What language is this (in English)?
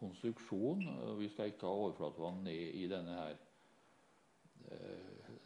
Norwegian